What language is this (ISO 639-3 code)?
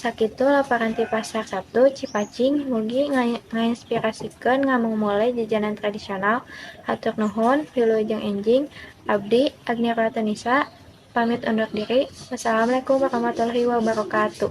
sun